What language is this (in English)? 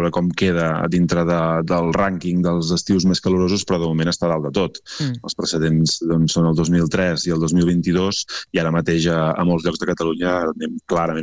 Catalan